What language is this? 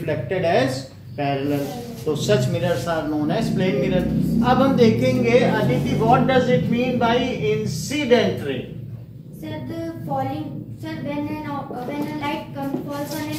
Hindi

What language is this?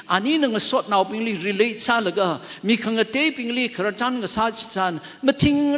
Tangkhul Naga (India)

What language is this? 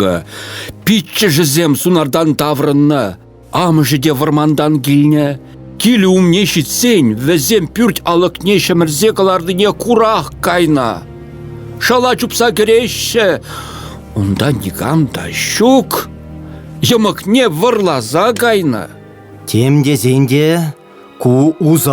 Chuvash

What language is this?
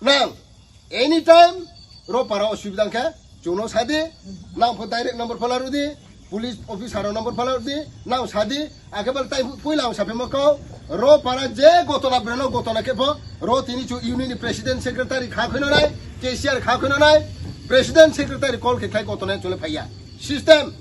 Riang (India)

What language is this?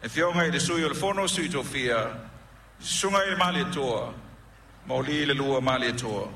Samoan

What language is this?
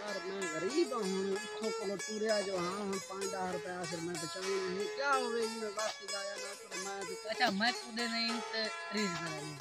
Saraiki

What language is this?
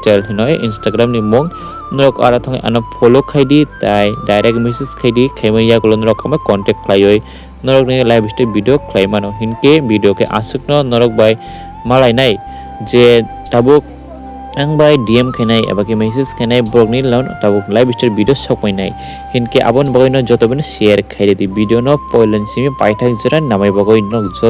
Kok Borok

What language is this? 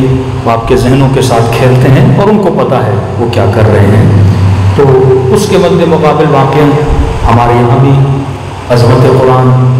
Urdu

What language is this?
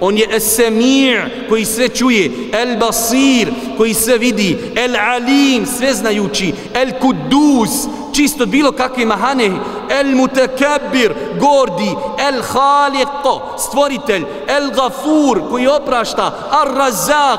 Bosnian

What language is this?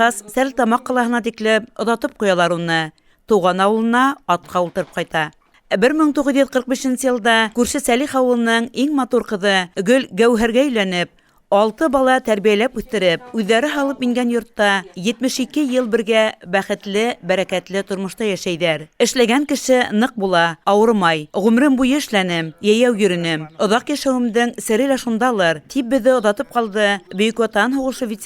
Bashkir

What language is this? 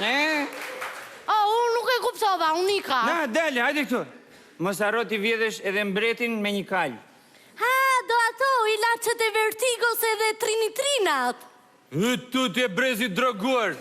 Albanian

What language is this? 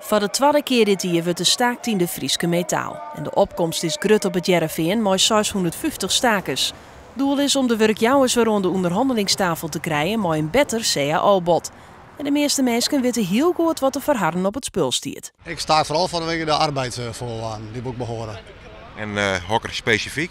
Western Frisian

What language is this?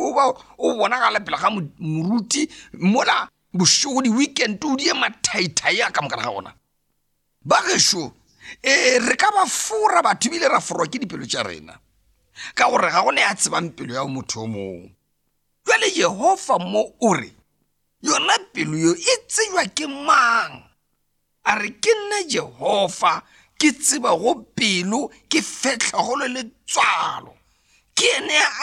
Northern Sotho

